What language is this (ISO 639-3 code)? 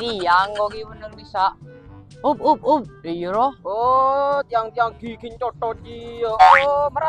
mad